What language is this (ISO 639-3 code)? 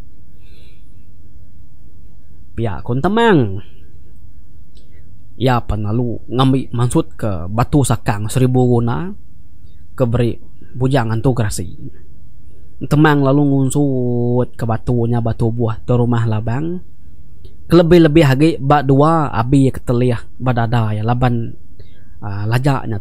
iba